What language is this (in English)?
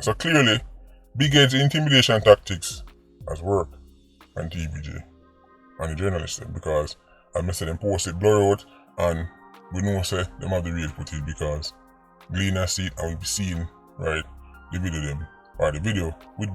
Jamaican Creole English